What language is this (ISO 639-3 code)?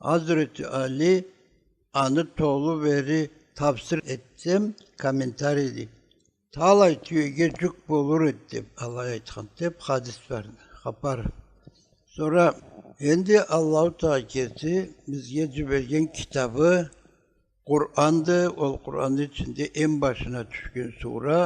krc